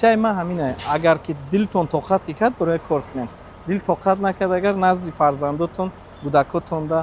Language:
Tajik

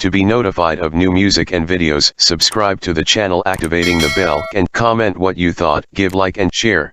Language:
Saraiki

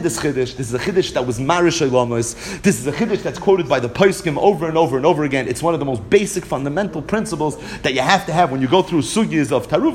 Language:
English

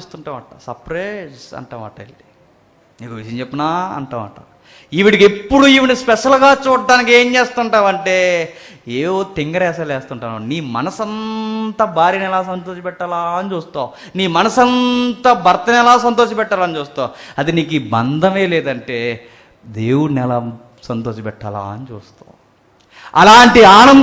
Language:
Telugu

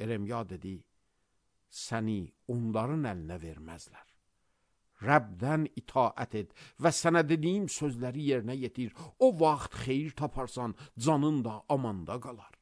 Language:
Azerbaijani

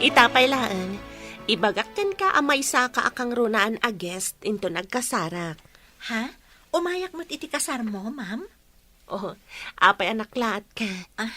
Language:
Iloko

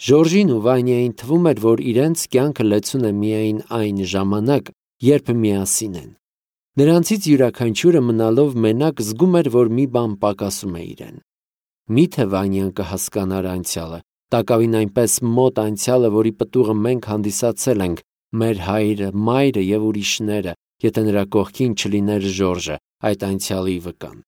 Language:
Armenian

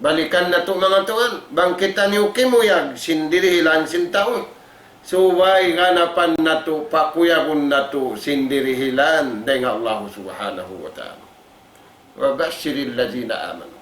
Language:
Tausug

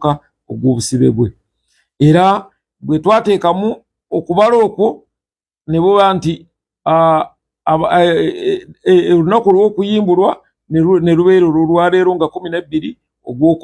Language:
Ganda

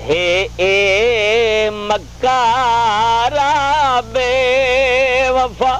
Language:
Saraiki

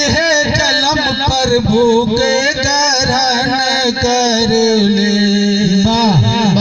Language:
Magahi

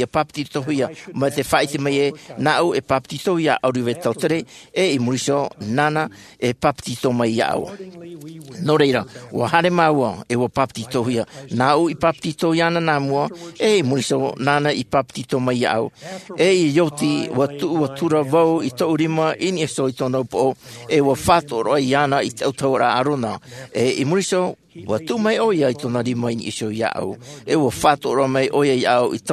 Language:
Tahitian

